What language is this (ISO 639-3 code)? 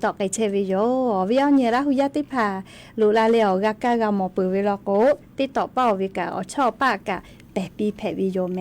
lhu